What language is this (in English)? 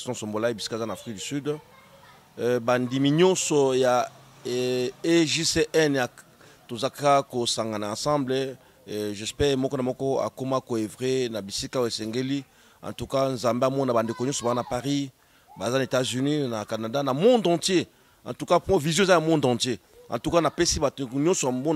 Lingala